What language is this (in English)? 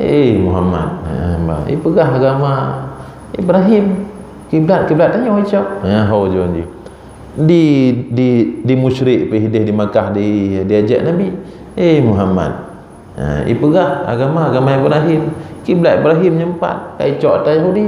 Achinese